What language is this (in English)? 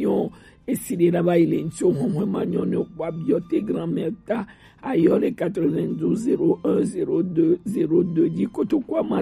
Gen